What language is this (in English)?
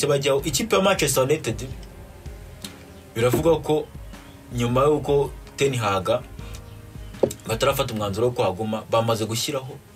Kinyarwanda